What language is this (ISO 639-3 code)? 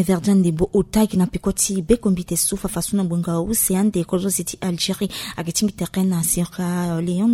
sag